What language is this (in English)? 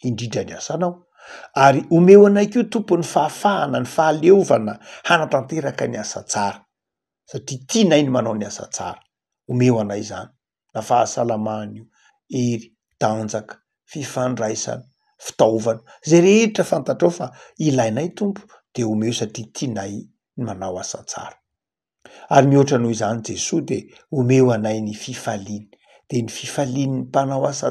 Malagasy